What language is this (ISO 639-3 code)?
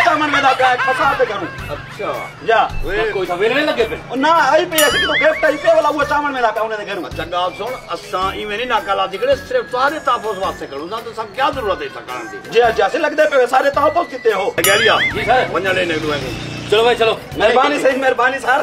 skr